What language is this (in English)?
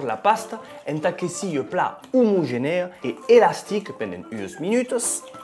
Occitan